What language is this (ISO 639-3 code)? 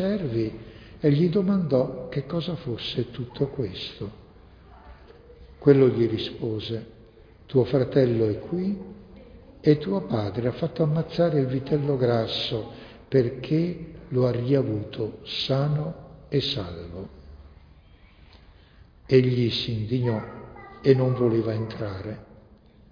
ita